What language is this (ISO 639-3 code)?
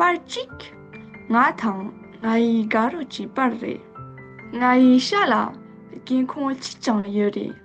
bod